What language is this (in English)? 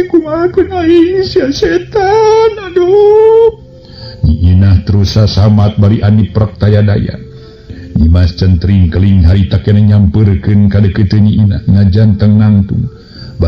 Sundanese